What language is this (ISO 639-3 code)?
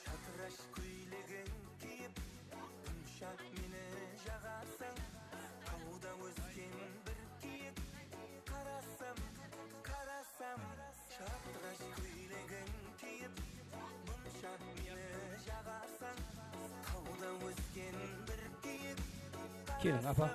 kaa